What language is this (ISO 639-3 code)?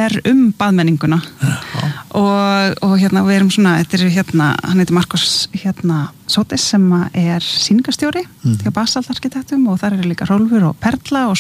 isl